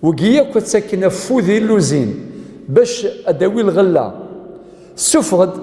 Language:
Kabyle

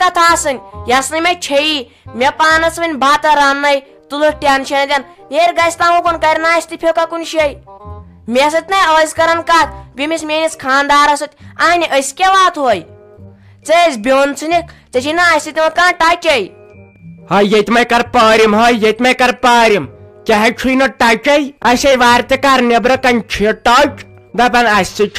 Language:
Kashmiri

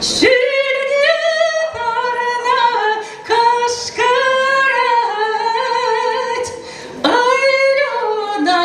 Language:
Chuvash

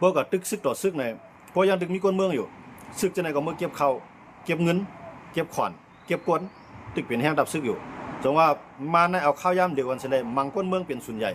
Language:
Shan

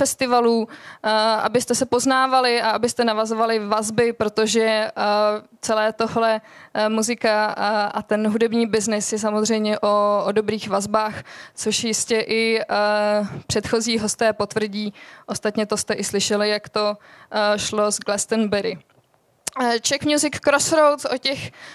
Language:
Czech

